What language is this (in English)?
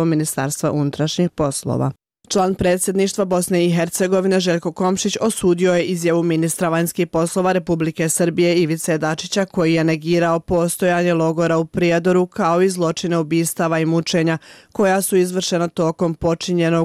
Bosnian